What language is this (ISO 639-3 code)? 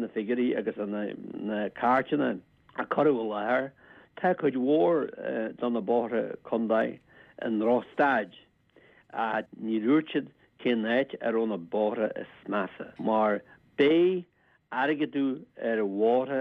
gle